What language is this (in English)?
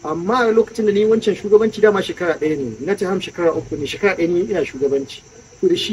Hausa